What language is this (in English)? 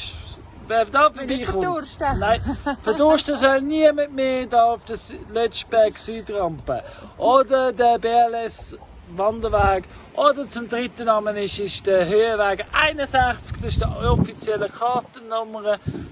Swiss German